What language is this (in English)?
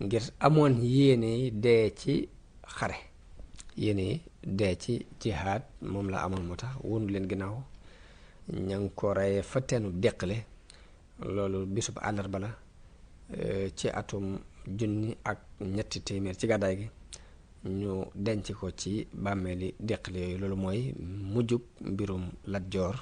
Wolof